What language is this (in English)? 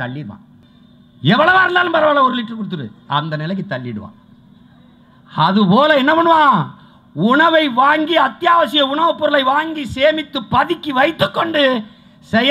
Tamil